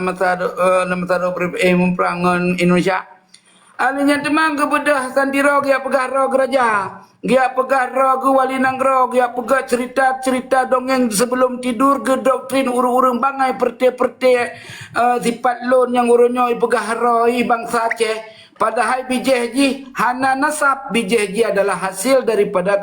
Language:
Achinese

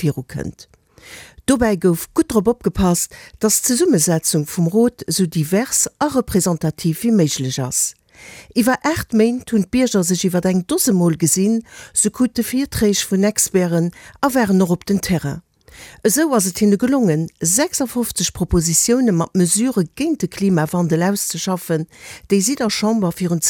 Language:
Luxembourgish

